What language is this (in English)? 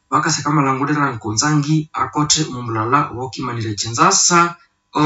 Nande